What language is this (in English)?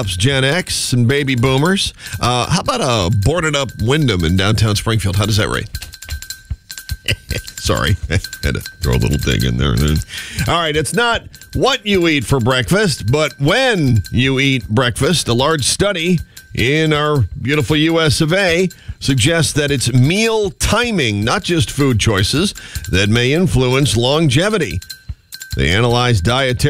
English